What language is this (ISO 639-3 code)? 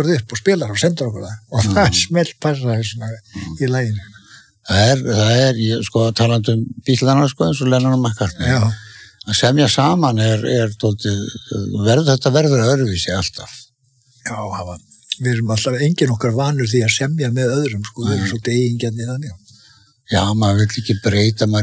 isl